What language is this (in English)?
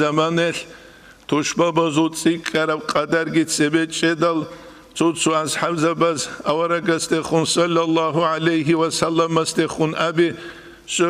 Avaric